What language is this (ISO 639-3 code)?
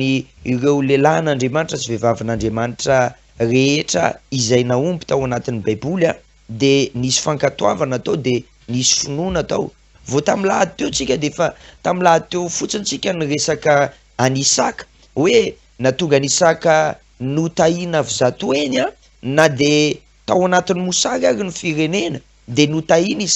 mlg